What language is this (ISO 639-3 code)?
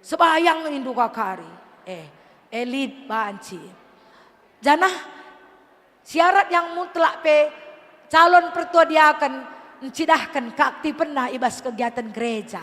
btx